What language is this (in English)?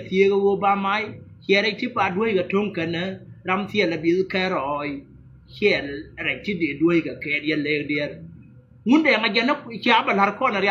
Nuer